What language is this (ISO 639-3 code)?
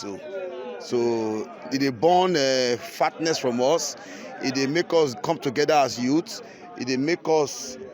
pcm